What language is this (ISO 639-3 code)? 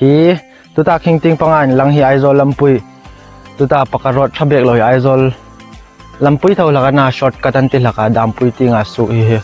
hmr